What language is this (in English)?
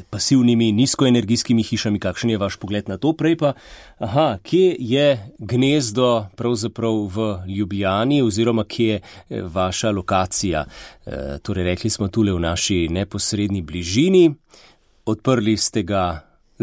Slovenian